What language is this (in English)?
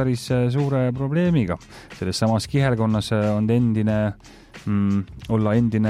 Estonian